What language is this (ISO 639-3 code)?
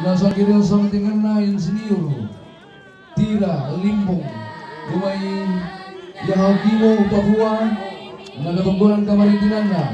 sda